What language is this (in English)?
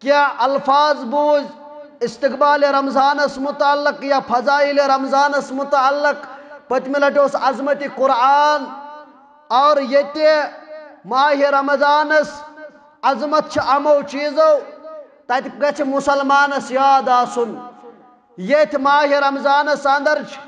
Kashmiri